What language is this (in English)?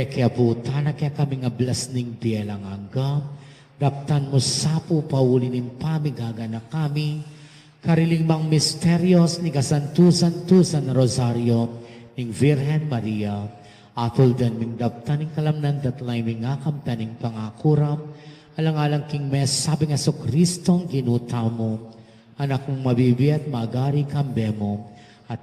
Pampanga